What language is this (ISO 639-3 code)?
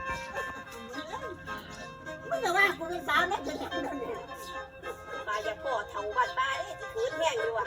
tts